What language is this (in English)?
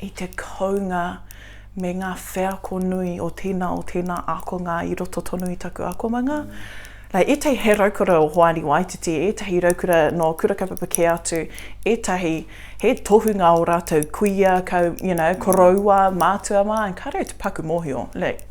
Māori